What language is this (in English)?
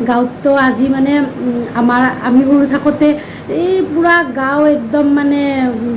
Assamese